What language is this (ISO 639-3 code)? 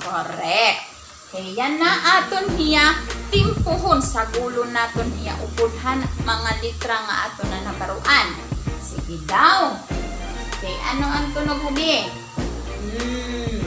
war